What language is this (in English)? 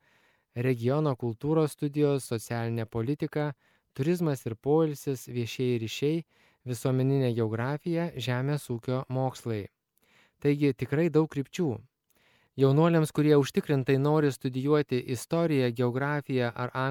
Lithuanian